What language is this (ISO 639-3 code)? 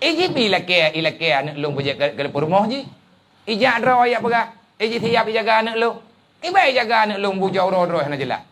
ace